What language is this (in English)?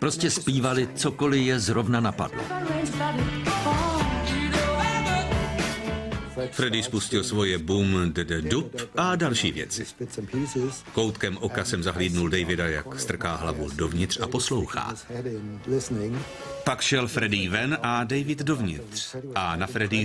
Czech